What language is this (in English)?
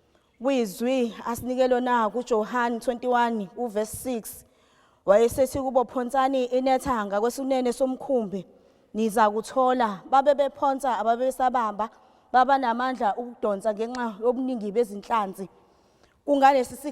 Zulu